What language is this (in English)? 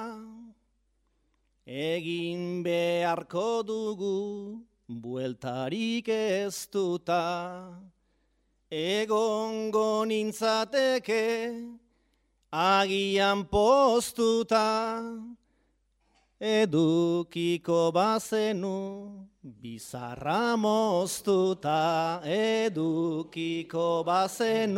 Basque